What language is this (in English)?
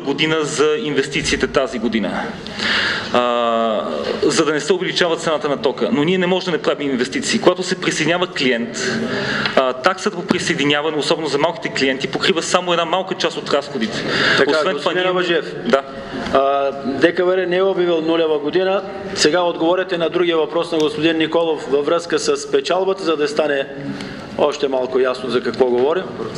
Bulgarian